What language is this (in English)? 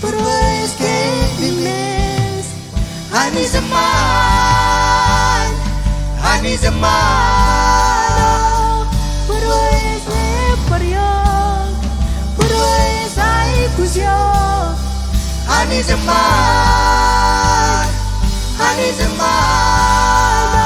Marshallese